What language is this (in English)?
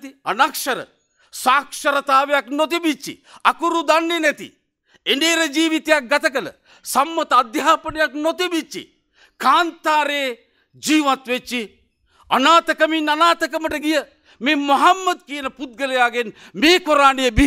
Sinhala